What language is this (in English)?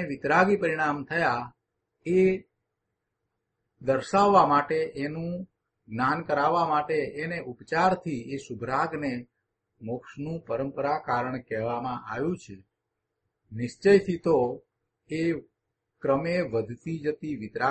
Gujarati